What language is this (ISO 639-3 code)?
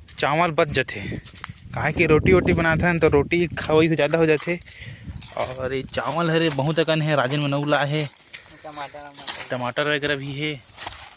hne